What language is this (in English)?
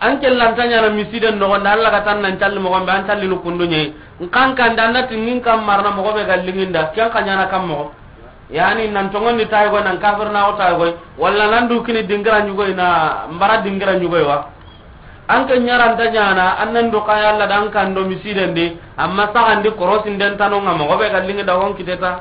Soninke